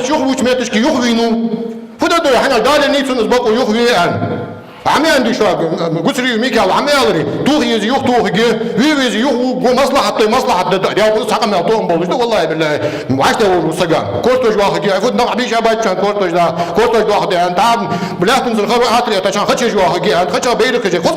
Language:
Ingush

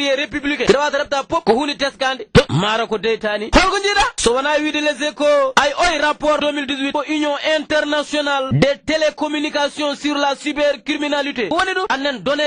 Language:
Fula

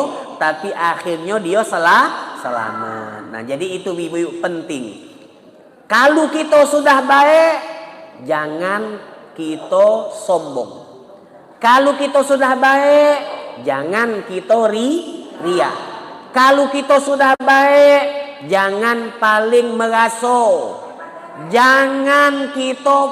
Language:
Musi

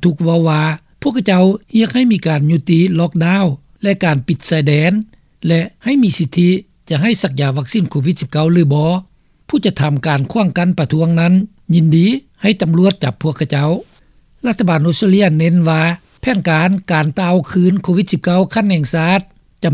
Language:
Lao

